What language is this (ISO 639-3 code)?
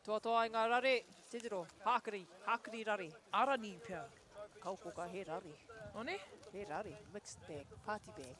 mri